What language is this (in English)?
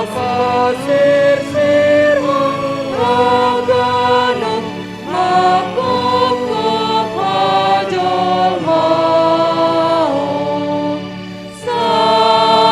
Batak Simalungun